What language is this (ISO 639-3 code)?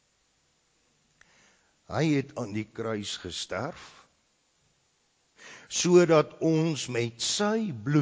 afr